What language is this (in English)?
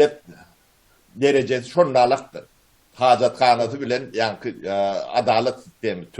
Turkmen